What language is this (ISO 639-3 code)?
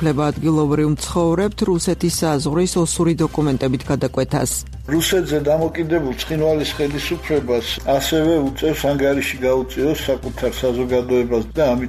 kat